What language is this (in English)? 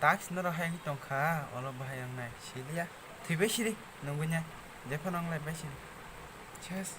Kok Borok